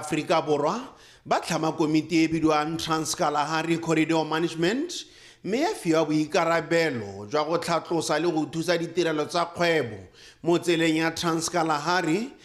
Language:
Tswana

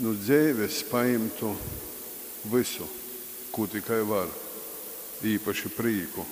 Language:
Latgalian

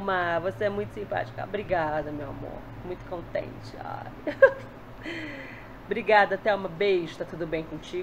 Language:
Portuguese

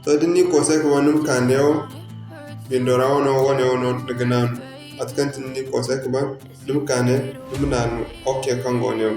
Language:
Zarma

